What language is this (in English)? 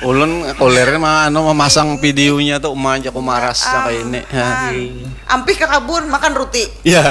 Banjar